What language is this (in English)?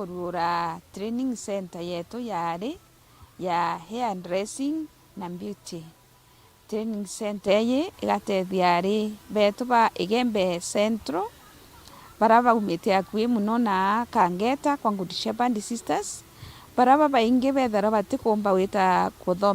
Meru